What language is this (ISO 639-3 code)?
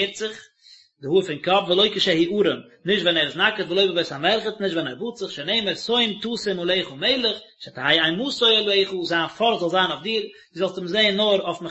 yid